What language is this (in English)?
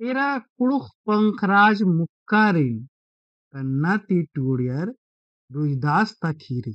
Kurukh